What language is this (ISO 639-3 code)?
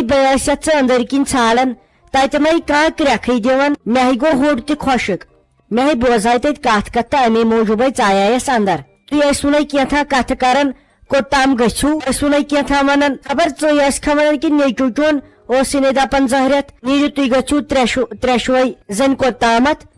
kas